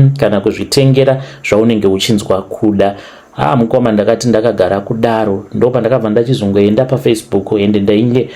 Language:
Shona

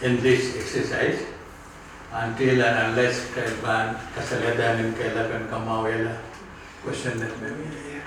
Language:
Pohnpeian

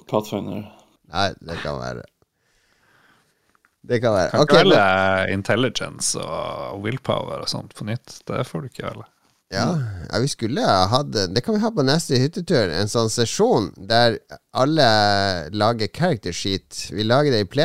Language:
Norwegian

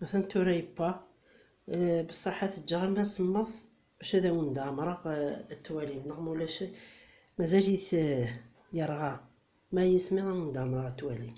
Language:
Kabyle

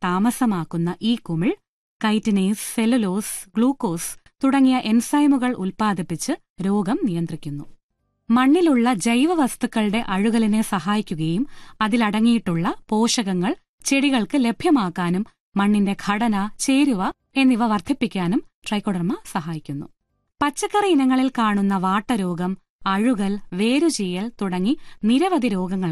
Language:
Malayalam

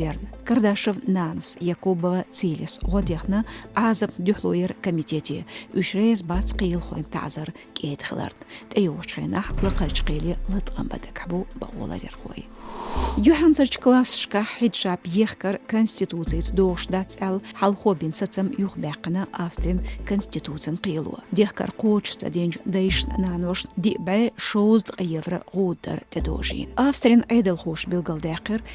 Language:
Chechen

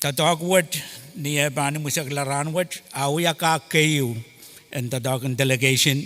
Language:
Pohnpeian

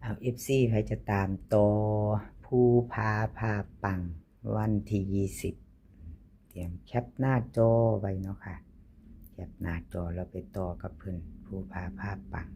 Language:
Northeastern Thai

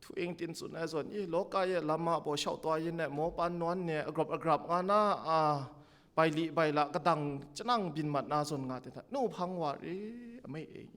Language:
Kachin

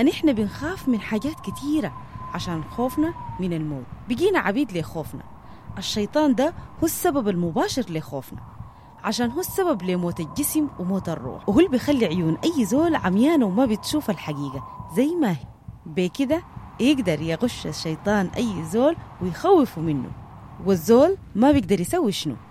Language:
Sudanese Arabic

